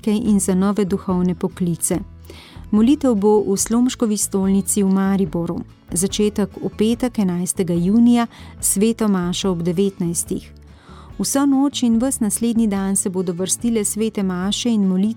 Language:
Slovenian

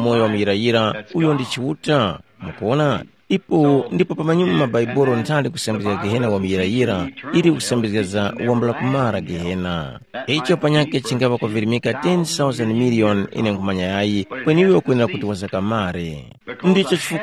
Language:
Tumbuka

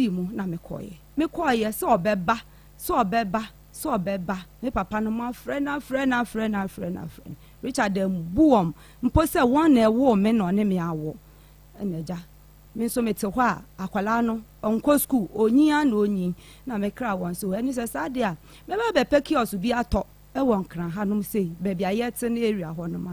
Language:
Akan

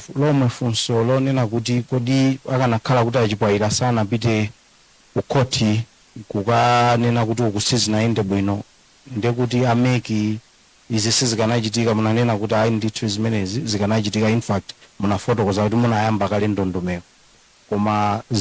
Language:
Nyanja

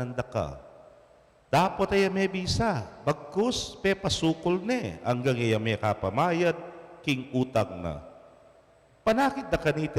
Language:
Pampanga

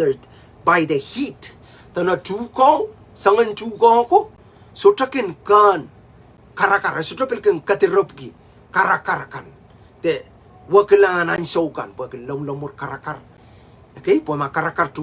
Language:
Pohnpeian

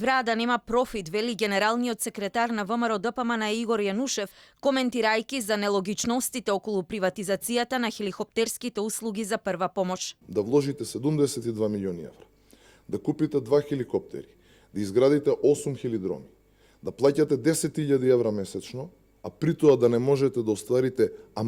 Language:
Macedonian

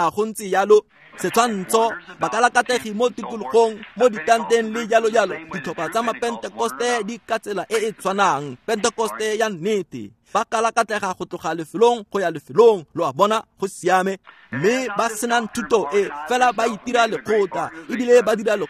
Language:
Tswana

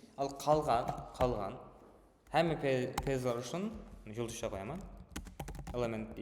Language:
Kara-Kalpak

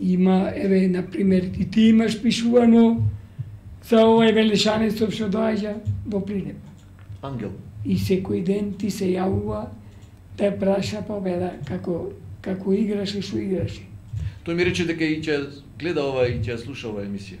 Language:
Macedonian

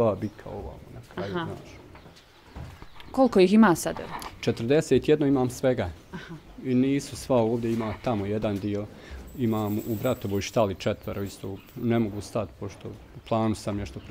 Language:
Bosnian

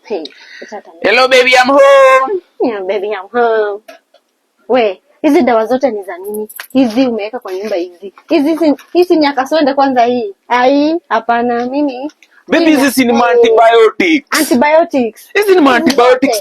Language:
Swahili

